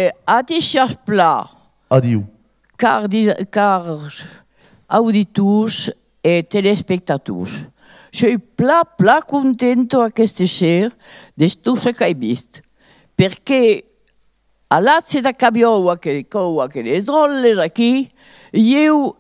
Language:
Occitan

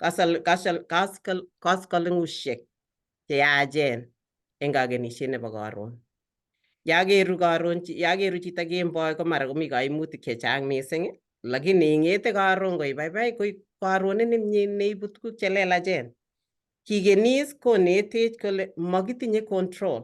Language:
Kalenjin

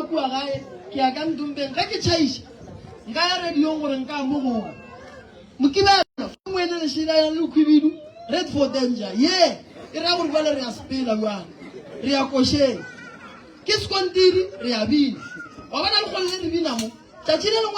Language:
Northern Sotho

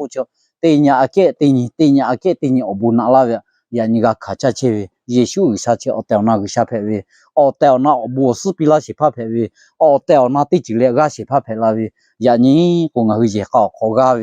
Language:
Lahu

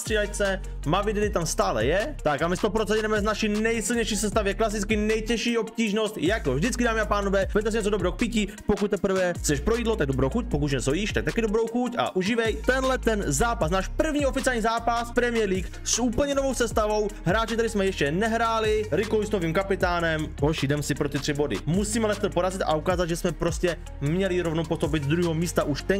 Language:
Czech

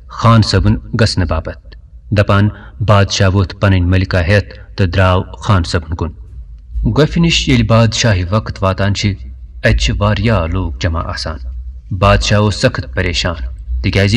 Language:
Kashmiri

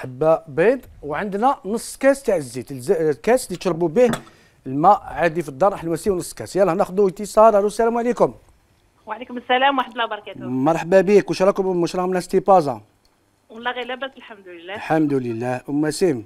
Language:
Algerian Arabic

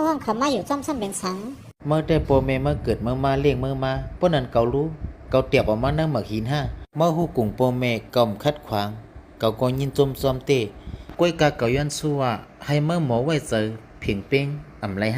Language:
Shan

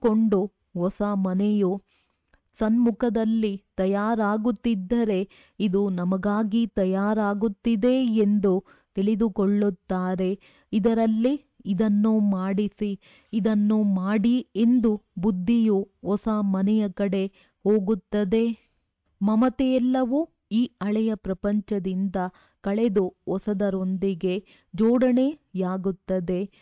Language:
Kannada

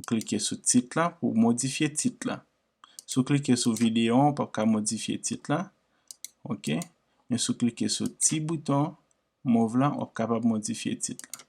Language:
Haitian Creole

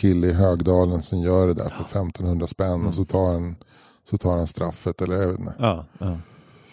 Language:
Swedish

